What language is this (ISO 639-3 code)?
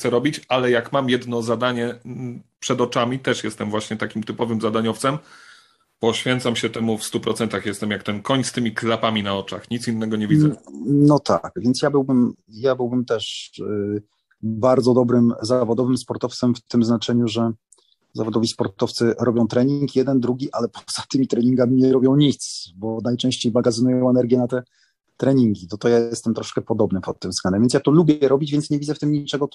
pol